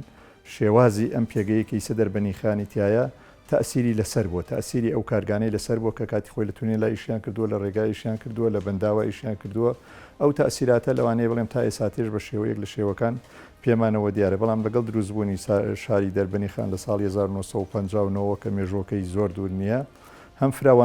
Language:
Central Kurdish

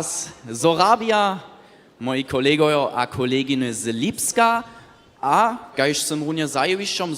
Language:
Upper Sorbian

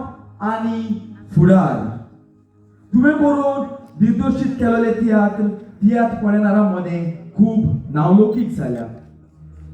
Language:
Konkani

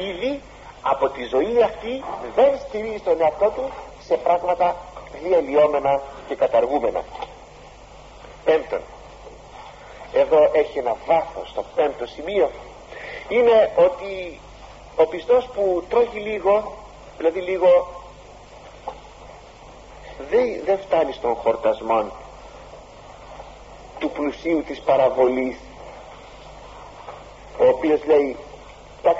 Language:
Greek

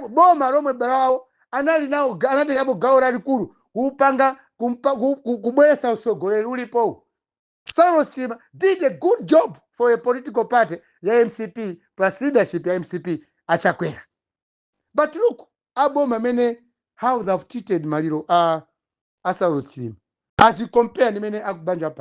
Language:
Nyanja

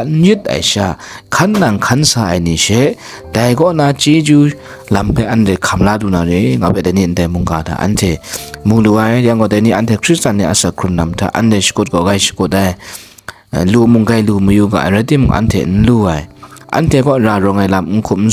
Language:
Kachin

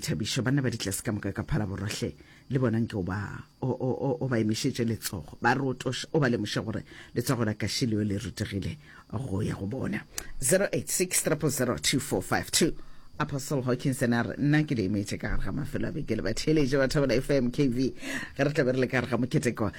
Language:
Northern Sotho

